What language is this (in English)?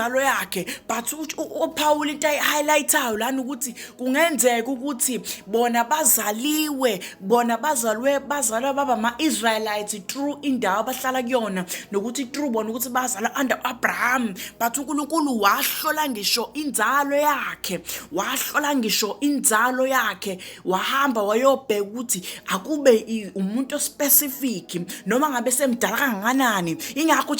Zulu